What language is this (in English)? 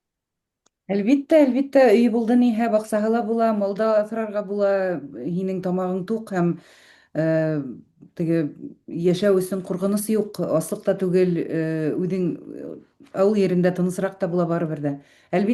Bashkir